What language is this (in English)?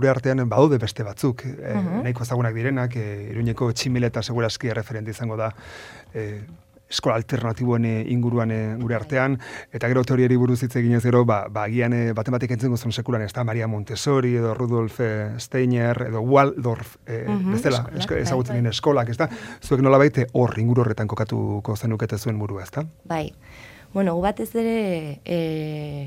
Basque